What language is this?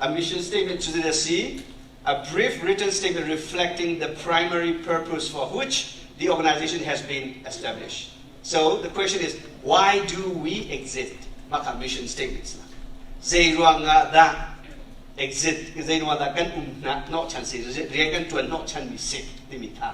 Hakha Chin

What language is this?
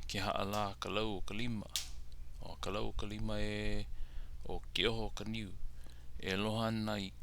Hawaiian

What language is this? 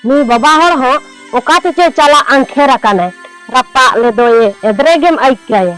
Santali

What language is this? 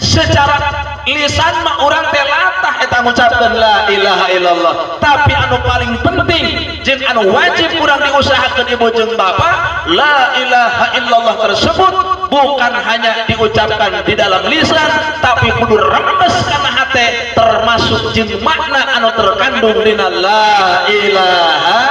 Sundanese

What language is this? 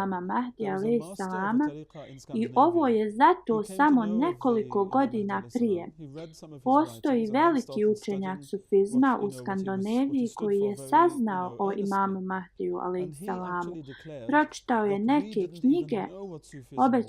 Bosnian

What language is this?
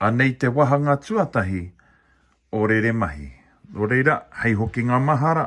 Māori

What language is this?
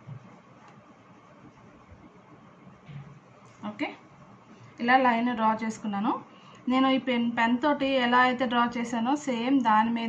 Telugu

